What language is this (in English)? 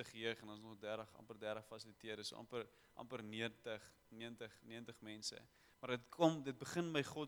Afrikaans